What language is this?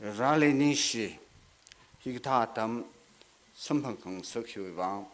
Tangkhul Naga (India)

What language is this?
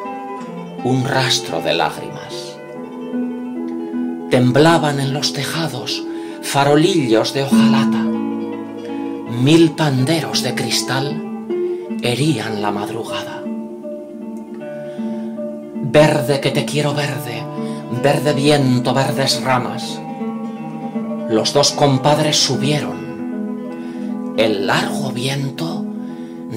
Spanish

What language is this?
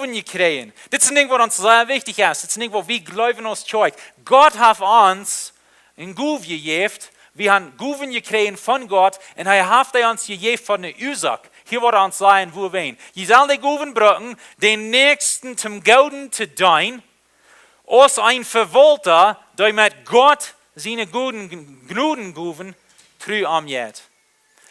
Plautdietsch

